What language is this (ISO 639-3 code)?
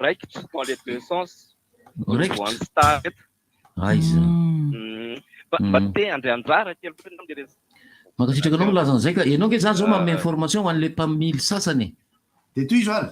mlg